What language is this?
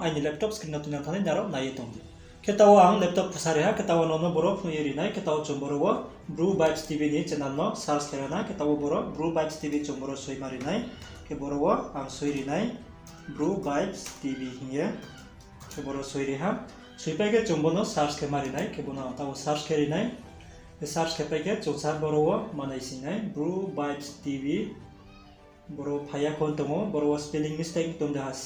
Riang (India)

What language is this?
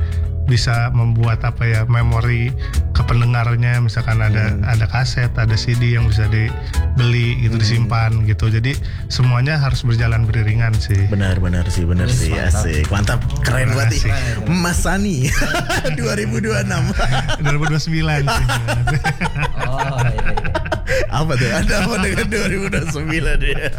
Indonesian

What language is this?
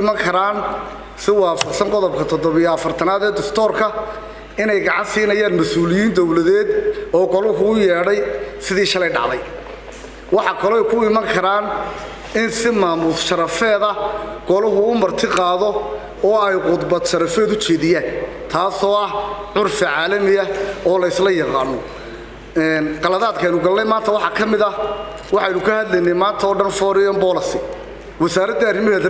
Somali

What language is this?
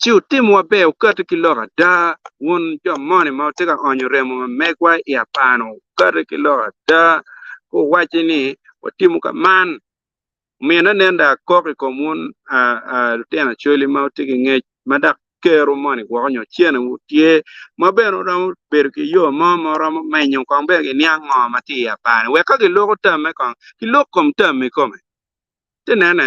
Acoli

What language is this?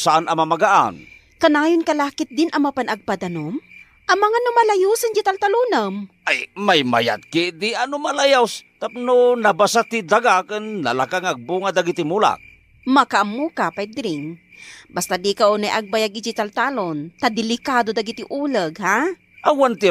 Iloko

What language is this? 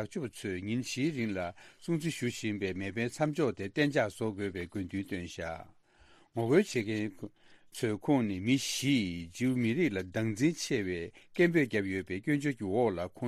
Tibetan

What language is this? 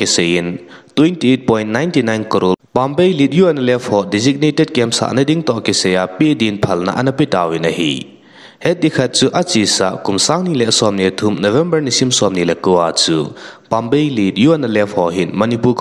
Thado Chin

